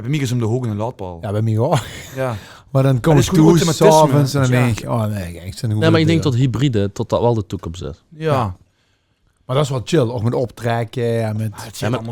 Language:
Limburgish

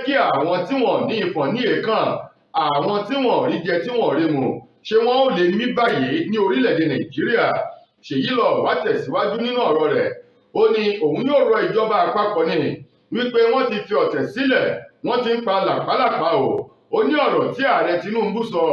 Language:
Yoruba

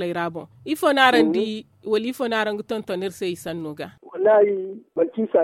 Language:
Zarma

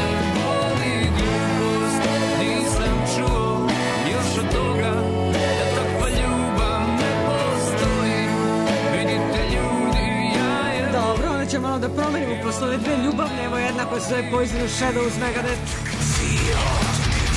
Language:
Serbian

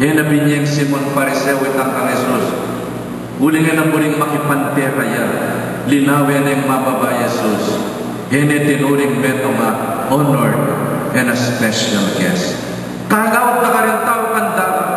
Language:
Pampanga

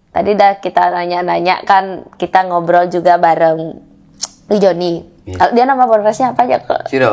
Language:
Balinese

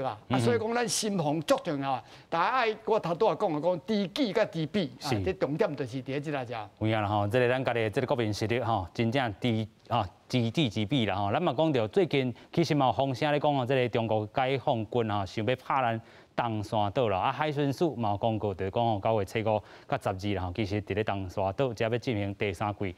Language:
Min Nan Chinese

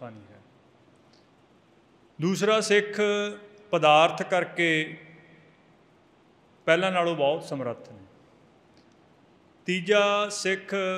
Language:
Punjabi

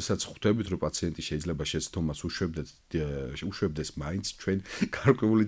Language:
Georgian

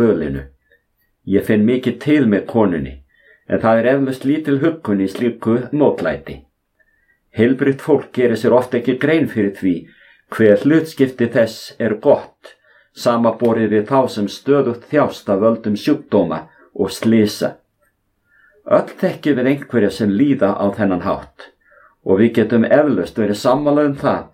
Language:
Icelandic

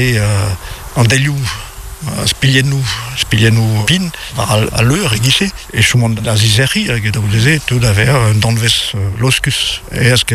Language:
Breton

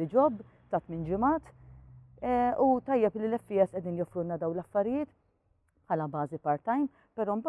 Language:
Maltese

